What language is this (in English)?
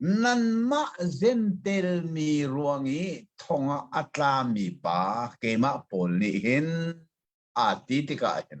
Hakha Chin